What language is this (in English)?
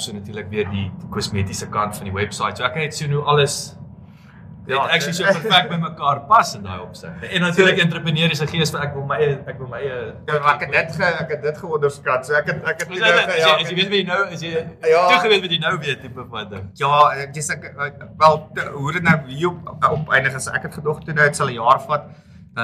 Afrikaans